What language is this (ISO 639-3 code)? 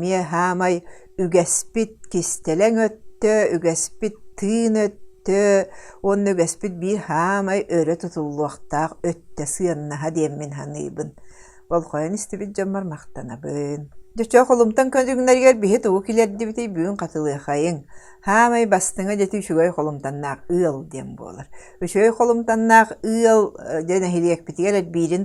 sah